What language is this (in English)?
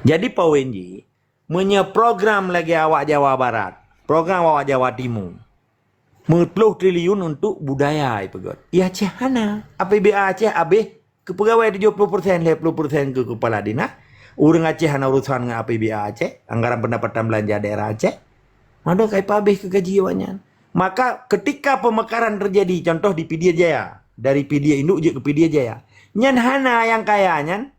Achinese